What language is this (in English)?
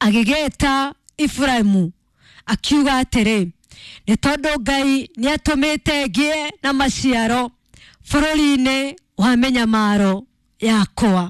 Kikuyu